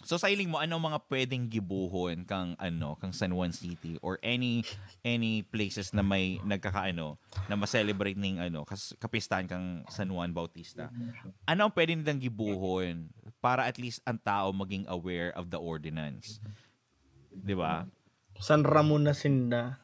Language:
Bikol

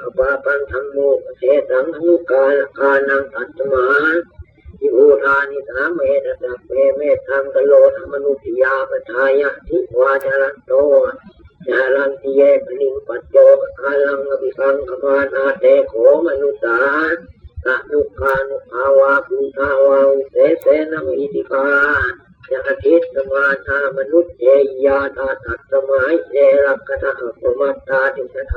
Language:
Pali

